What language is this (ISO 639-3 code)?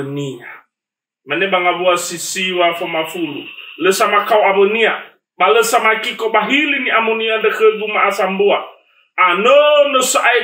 nia